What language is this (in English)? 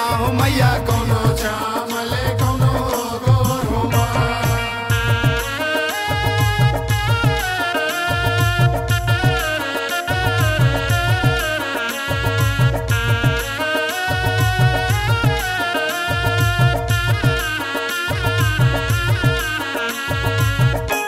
Bhojpuri